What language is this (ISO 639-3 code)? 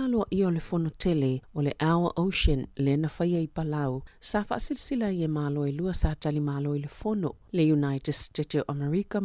smo